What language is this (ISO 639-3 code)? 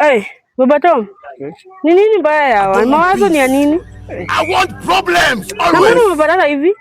swa